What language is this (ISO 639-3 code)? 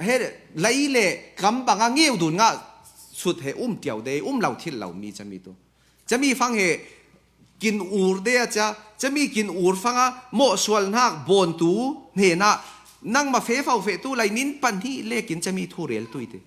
cfm